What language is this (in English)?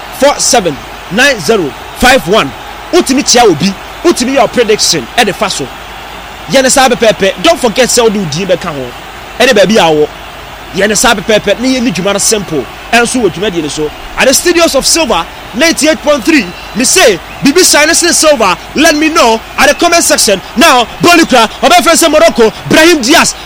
Akan